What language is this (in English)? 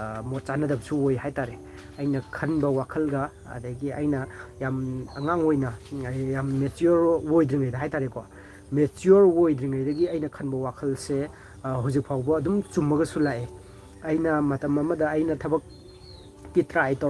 Manipuri